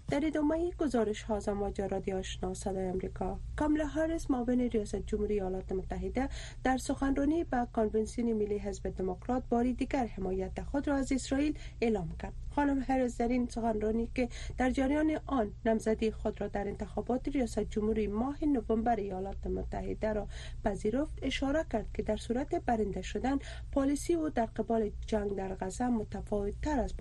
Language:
Persian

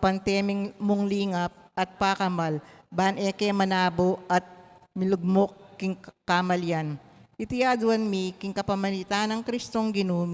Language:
Pampanga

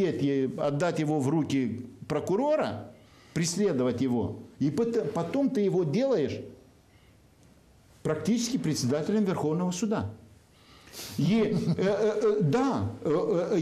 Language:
Russian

